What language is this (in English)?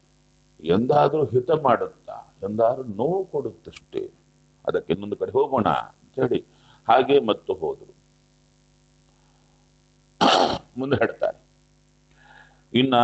Kannada